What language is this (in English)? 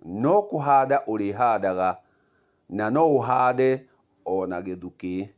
Kikuyu